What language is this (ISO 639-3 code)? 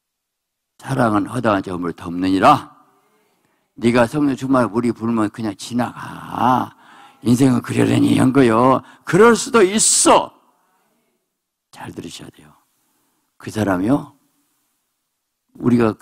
kor